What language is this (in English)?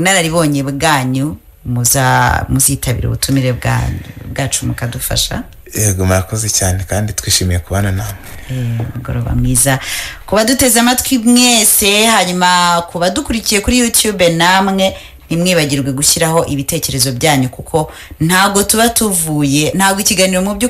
Kinyarwanda